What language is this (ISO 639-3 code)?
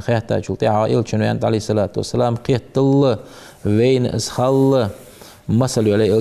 inh